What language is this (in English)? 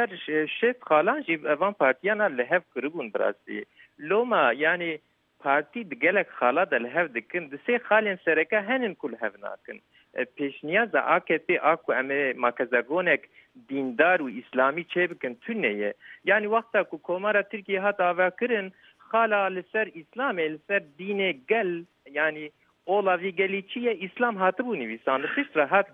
Kurdish